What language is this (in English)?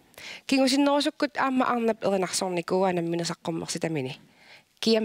Kalaallisut